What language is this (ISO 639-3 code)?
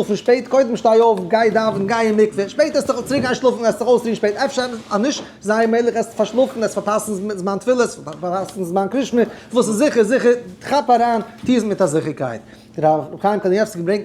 yid